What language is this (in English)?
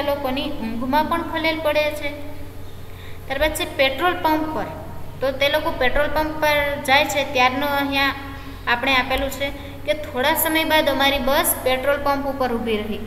Gujarati